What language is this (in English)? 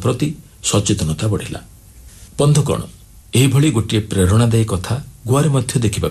Odia